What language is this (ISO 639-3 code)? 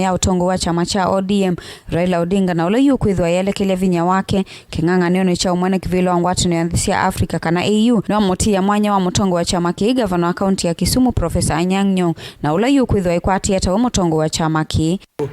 kam